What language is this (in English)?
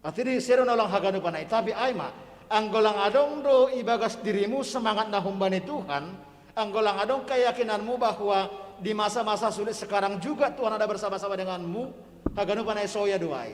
Batak Simalungun